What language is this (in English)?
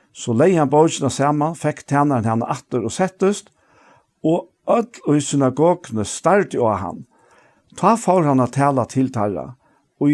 Faroese